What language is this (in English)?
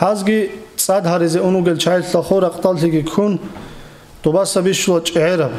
Avaric